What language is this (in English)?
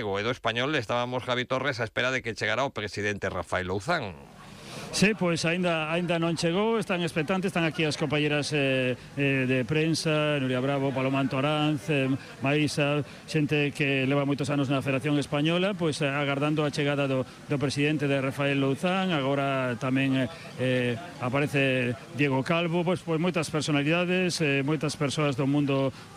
Galician